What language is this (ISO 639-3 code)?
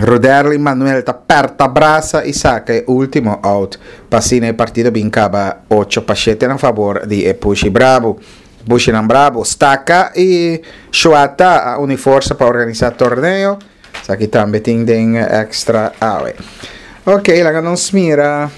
pap